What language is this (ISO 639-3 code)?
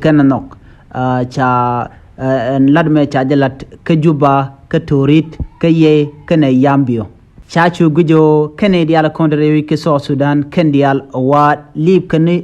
nus